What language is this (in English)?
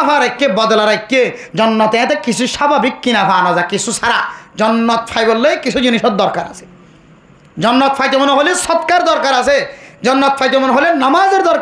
Rohingya